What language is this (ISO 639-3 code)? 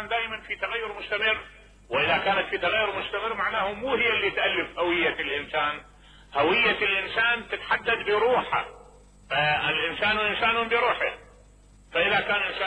acm